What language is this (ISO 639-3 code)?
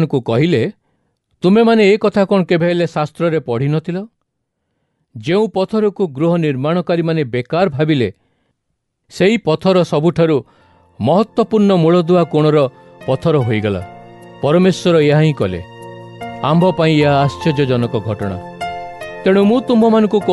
ori